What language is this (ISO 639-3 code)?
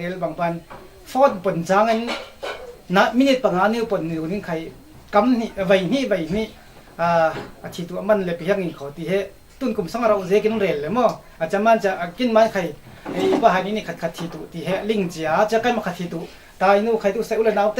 cfm